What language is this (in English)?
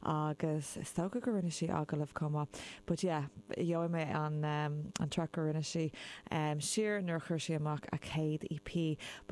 Irish